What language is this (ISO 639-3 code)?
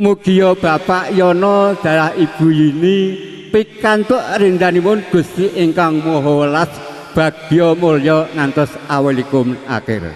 jav